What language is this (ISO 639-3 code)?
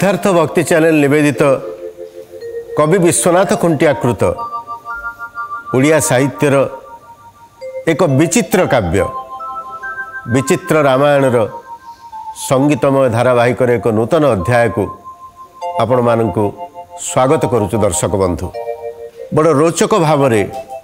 ori